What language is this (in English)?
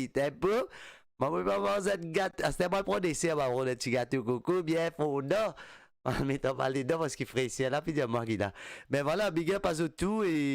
Morisyen